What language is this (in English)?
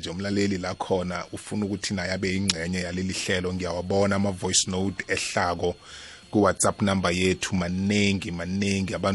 South Ndebele